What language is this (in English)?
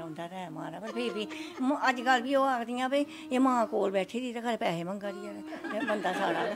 Dogri